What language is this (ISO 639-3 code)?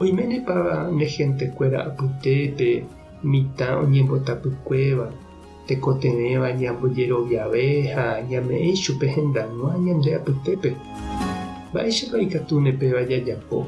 grn